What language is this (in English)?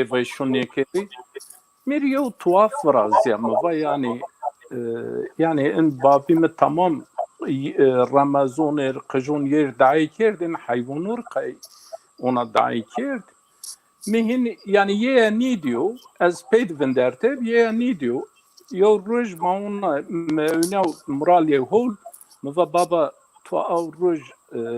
Zaza